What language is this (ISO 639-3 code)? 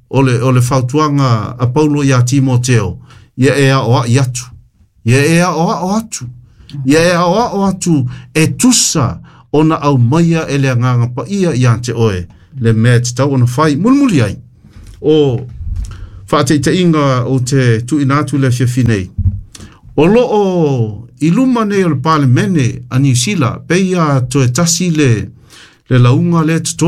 smo